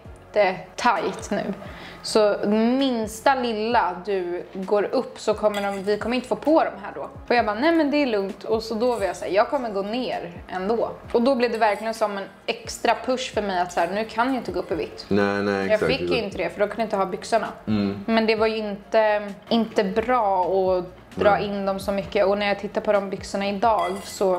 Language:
Swedish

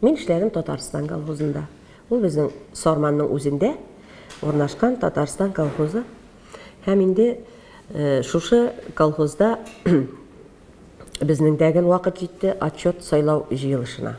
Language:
Tatar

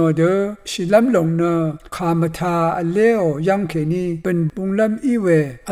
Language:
Rawang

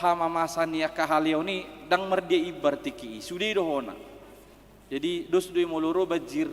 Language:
Batak Toba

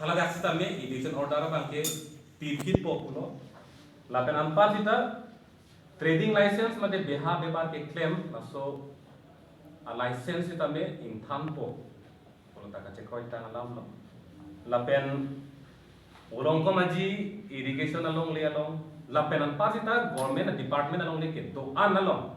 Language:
Karbi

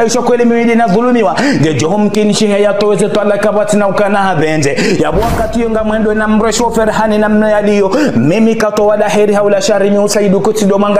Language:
Ngazidja Comorian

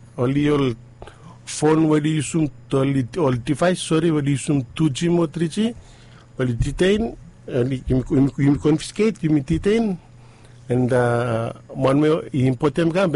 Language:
Bislama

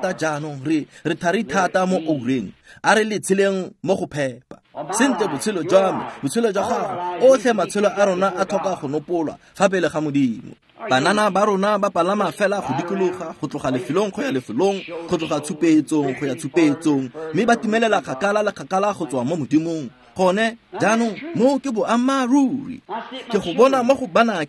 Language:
Tswana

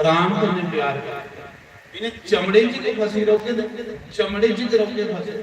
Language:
Dogri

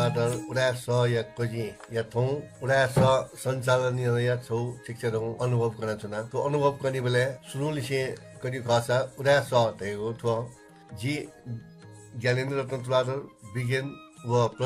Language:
Newari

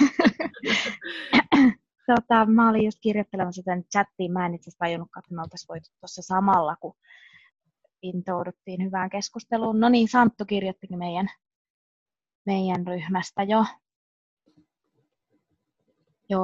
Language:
Finnish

